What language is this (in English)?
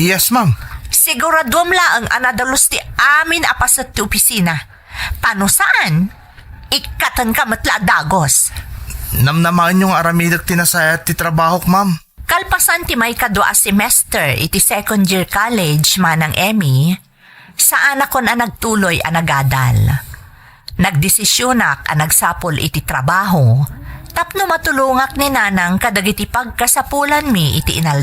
Iloko